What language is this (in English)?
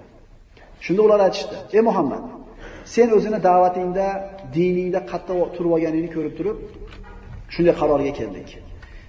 Uzbek